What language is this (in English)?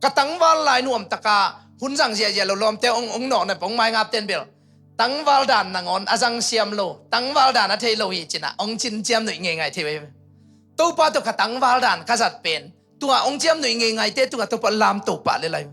Tedim Chin